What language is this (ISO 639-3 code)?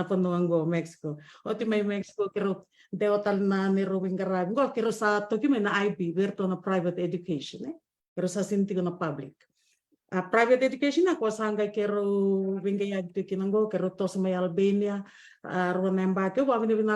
fij